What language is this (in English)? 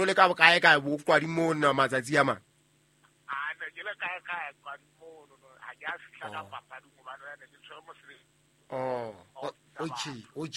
Southern Sotho